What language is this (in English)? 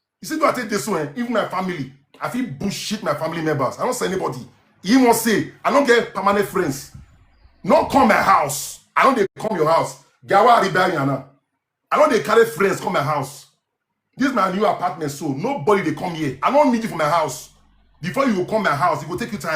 Nigerian Pidgin